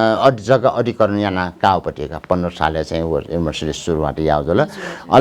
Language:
Newari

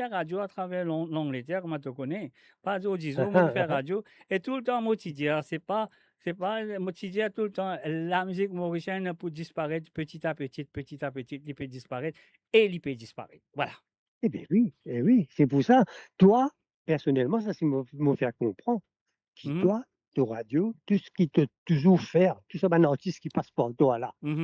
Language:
Morisyen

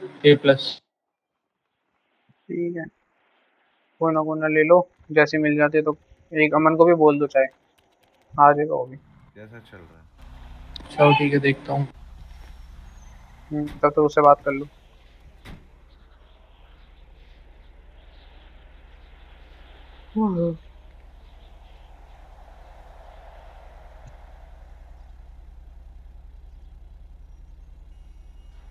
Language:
Hindi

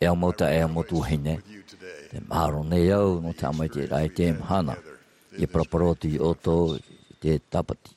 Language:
Tahitian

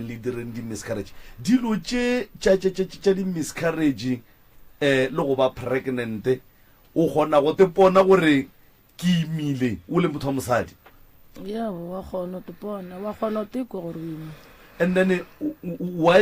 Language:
Northern Sotho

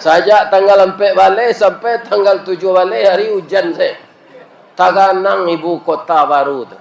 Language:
Minangkabau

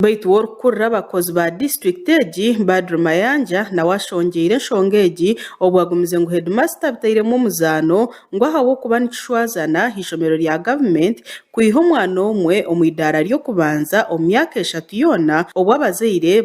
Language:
Nyankole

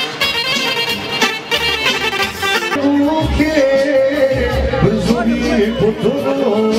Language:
Croatian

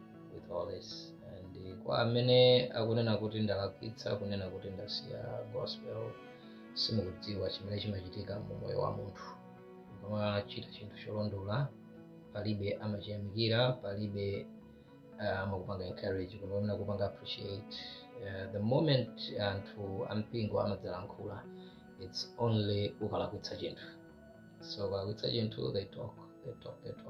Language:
Nyanja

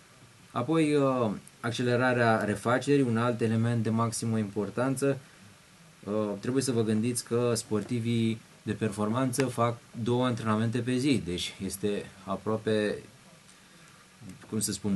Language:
Romanian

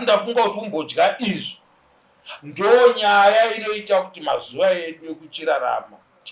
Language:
Shona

